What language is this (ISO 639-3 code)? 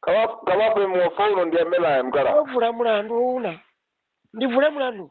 ven